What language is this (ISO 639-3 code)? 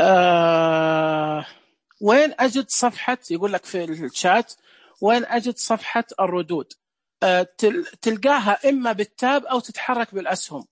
ars